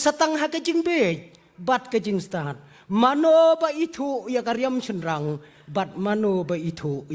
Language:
Khasi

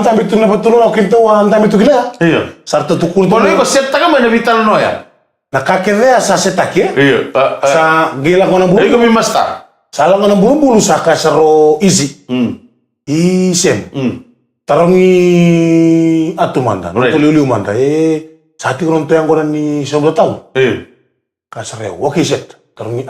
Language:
Fijian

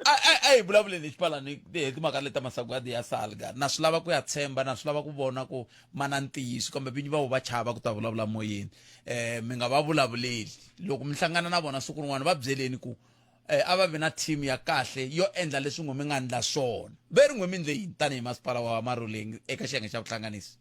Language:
Tsonga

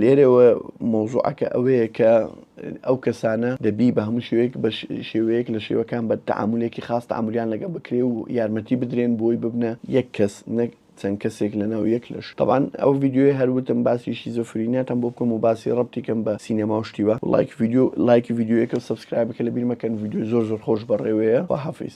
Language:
Central Kurdish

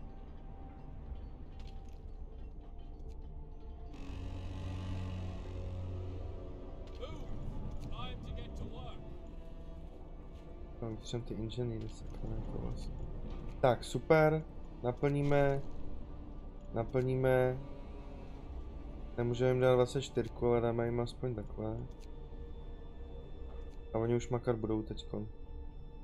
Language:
Czech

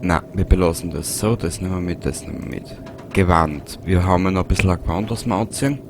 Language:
Bavarian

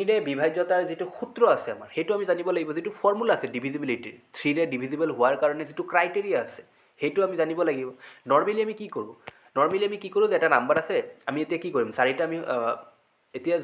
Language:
Assamese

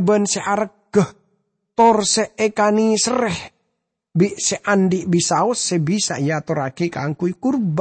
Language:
Madurese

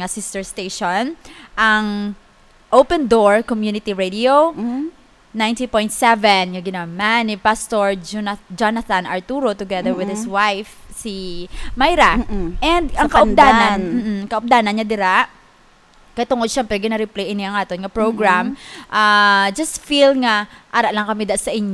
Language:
Hiligaynon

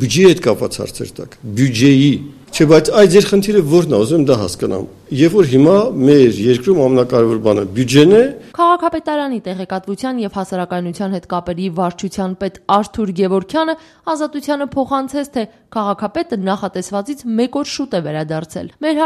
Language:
Armenian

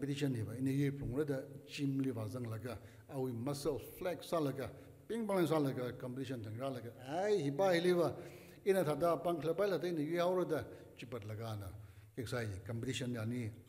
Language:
Tangkhul Naga (India)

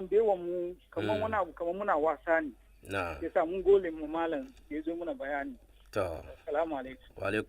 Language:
Hausa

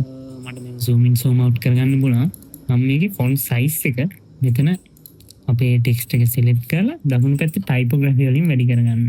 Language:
Sinhala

